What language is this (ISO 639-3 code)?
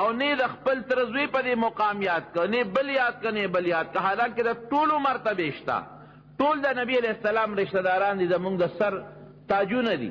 pus